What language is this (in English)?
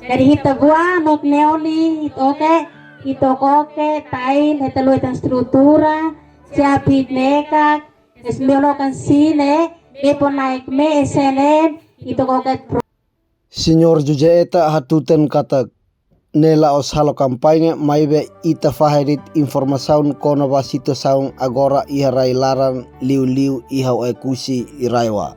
Tetum